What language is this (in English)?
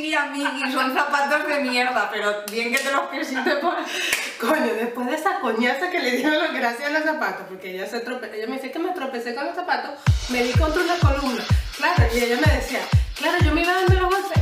Spanish